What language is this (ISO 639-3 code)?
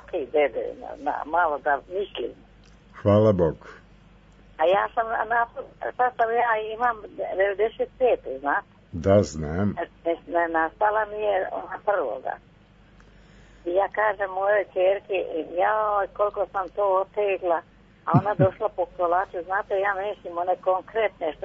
srp